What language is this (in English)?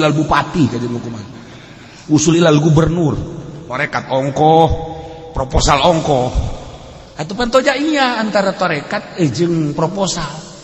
Sundanese